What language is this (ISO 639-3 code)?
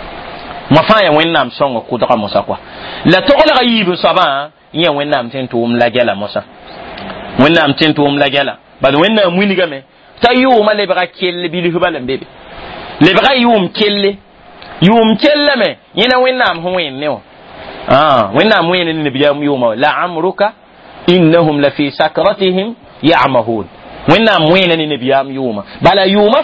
mos